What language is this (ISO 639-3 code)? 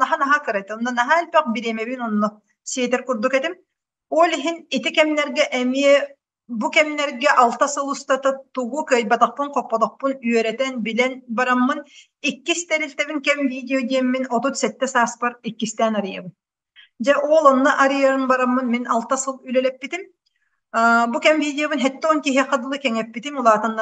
sah